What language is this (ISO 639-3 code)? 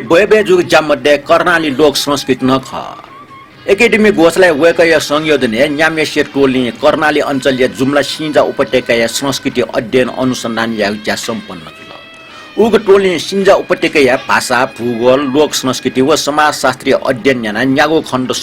new